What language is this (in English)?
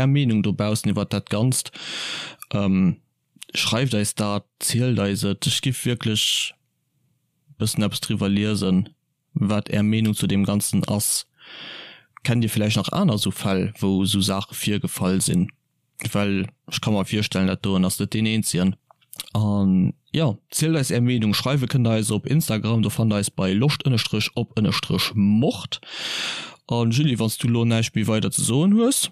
Luxembourgish